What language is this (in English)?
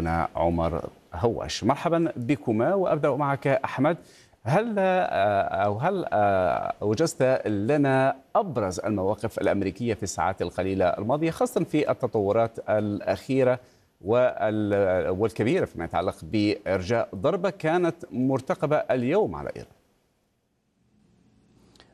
Arabic